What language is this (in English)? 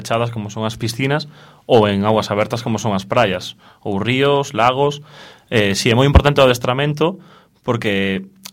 Galician